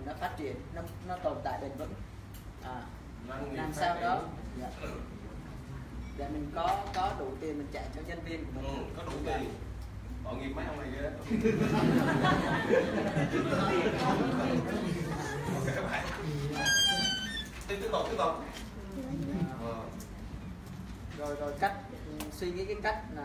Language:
Vietnamese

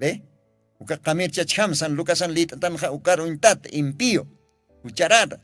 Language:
Aymara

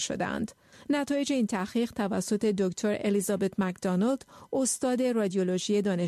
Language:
Persian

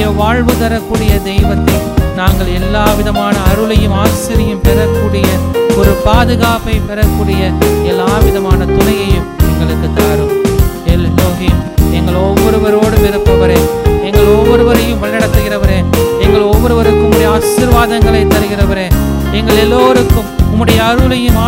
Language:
Tamil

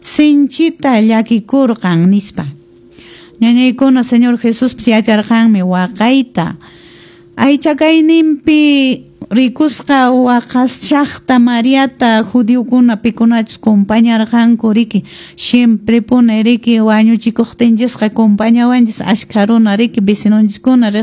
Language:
Quechua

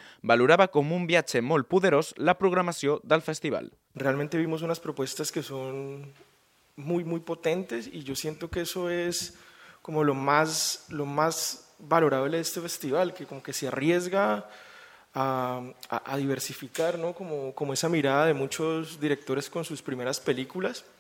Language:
Catalan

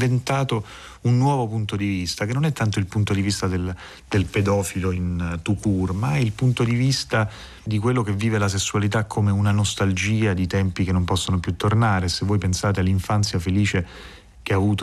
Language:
Italian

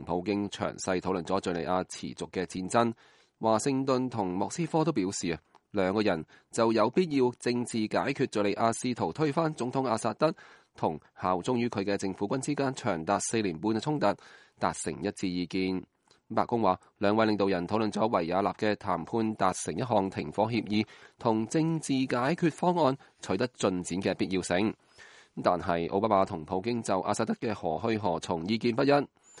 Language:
Cantonese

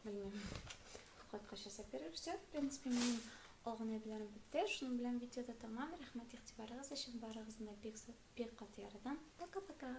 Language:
Tatar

